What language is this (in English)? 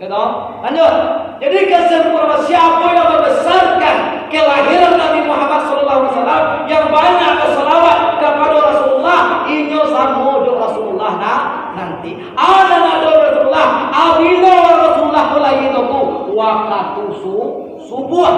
Minangkabau